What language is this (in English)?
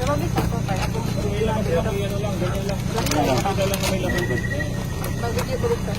Cebuano